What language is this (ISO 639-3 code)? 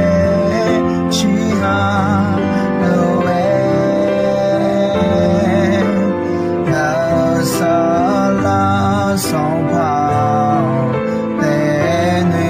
ahk